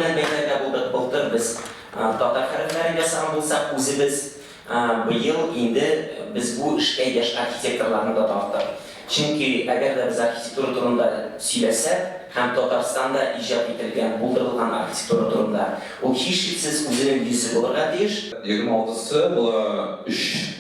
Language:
Tatar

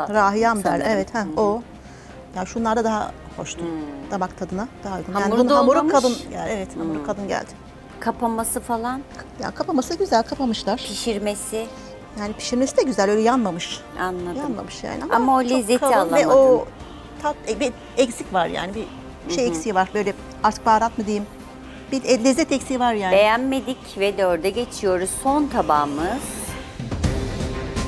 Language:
Turkish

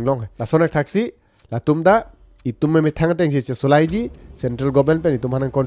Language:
Karbi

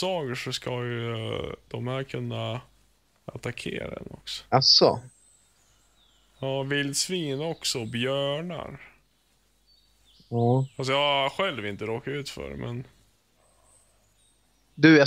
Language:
Swedish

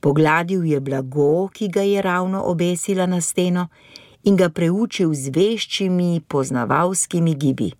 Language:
Slovenian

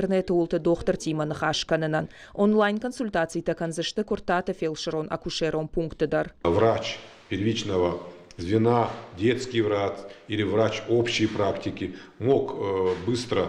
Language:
Ossetic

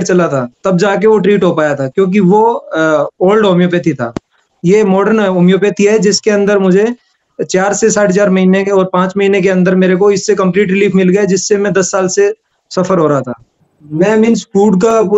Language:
Hindi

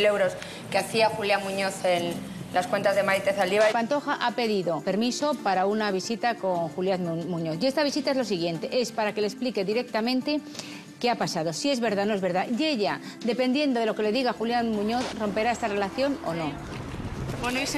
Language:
Spanish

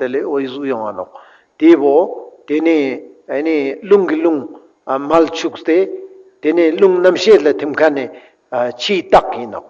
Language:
Ladakhi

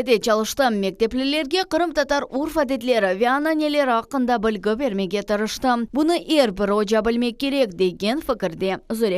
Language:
Crimean Tatar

